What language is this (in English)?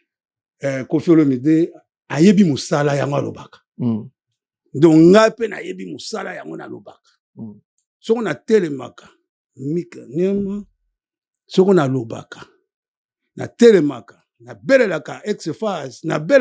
Lingala